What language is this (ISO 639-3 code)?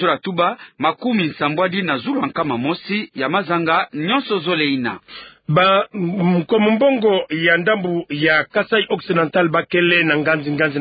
ktu